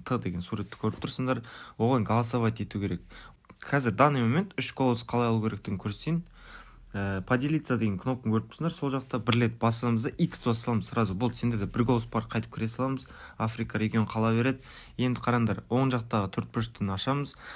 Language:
Kara-Kalpak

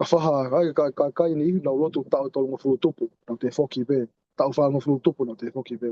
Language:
Tongan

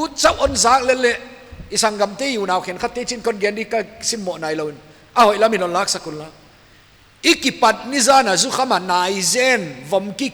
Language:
Paite Chin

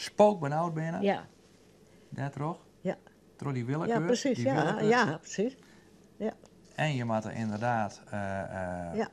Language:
Western Frisian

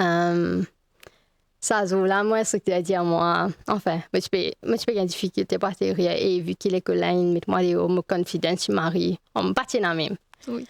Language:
Morisyen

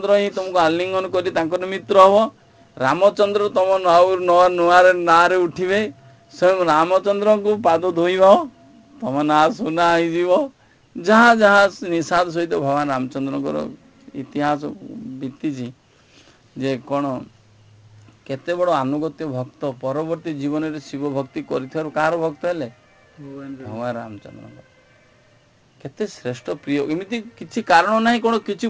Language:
Odia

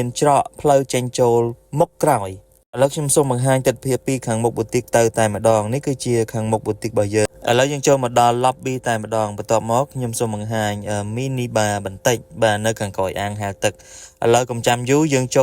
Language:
Khmer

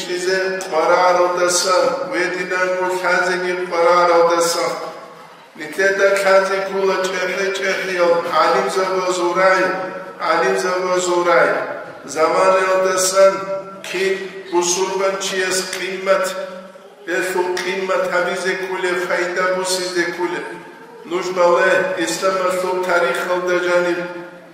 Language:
Avaric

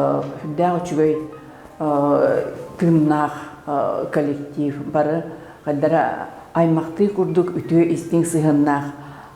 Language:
Yakut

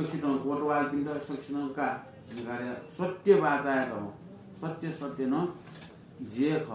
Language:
Newari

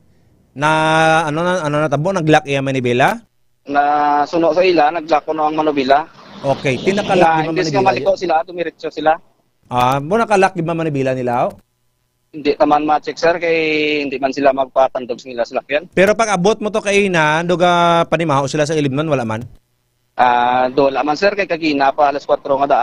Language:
Hiligaynon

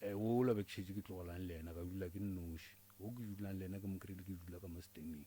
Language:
Northern Sotho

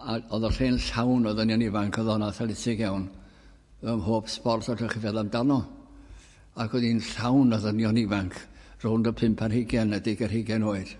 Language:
Welsh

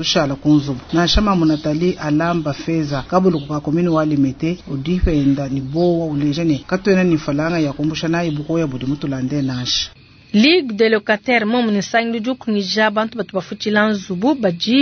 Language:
Luba-Lulua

